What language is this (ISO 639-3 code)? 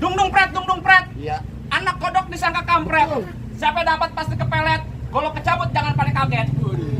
bew